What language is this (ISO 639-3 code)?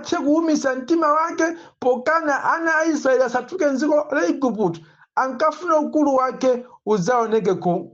nya